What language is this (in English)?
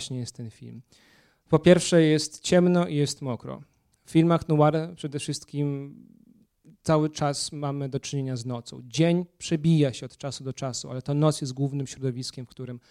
Polish